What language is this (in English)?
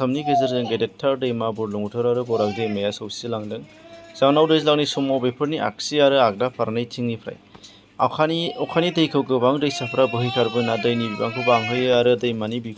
Bodo